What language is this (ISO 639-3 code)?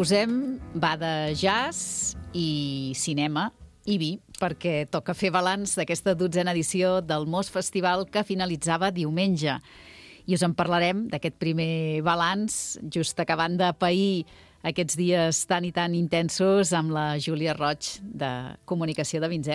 cat